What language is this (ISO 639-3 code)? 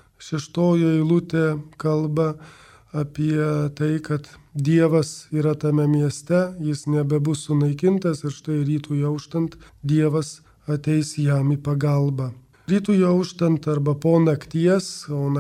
lit